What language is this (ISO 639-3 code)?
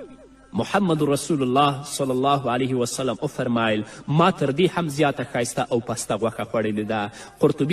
pus